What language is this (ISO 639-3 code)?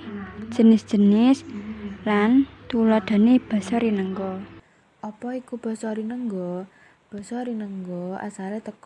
jav